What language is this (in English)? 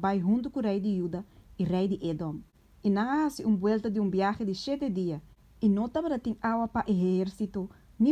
Papiamento